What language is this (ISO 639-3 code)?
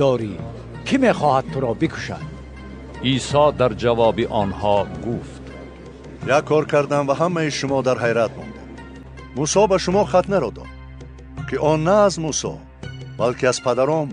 tgk